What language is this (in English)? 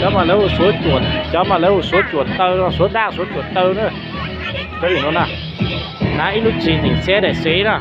Hmong